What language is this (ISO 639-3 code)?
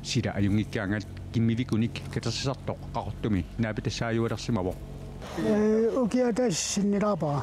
kal